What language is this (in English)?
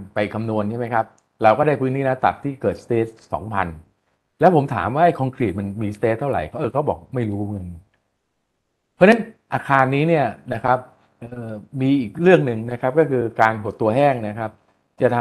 Thai